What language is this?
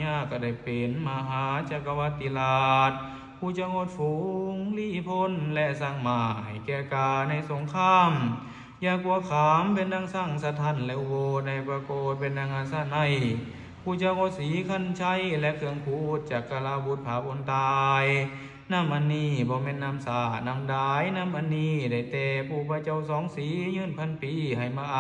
Lao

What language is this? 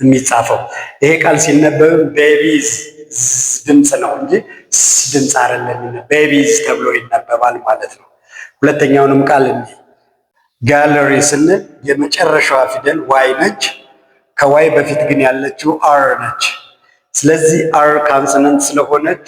Amharic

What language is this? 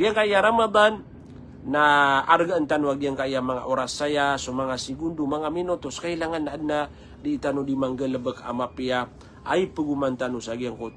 Maranao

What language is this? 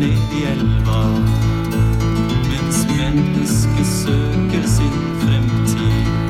Norwegian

